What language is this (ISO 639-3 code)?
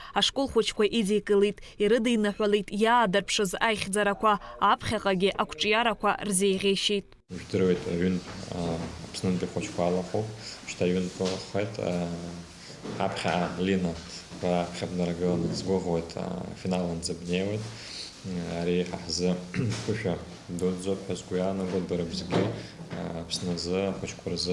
abk